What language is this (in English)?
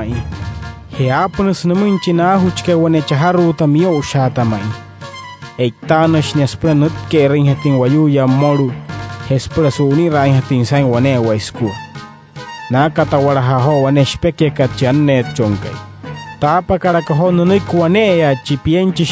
Wayuu